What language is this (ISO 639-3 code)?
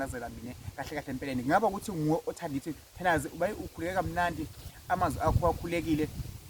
zul